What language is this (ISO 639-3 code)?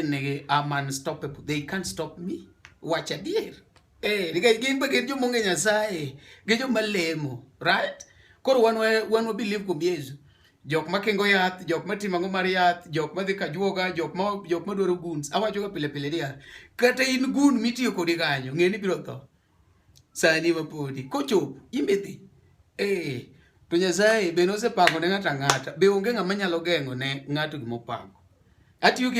luo